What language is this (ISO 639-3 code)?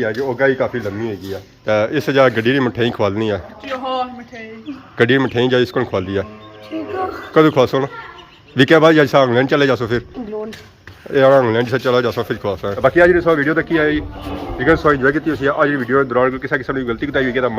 phr